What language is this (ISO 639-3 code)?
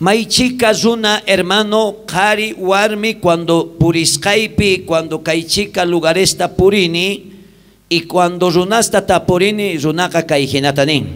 quh